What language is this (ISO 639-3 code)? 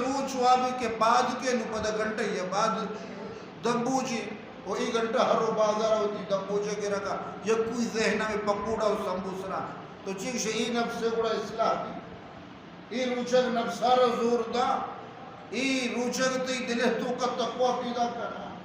bgp